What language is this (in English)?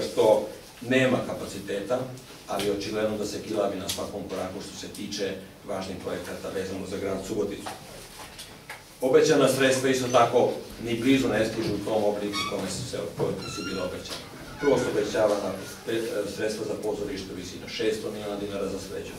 Serbian